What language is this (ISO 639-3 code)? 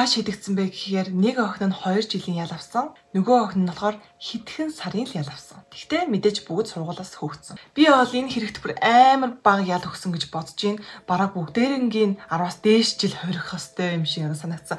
mon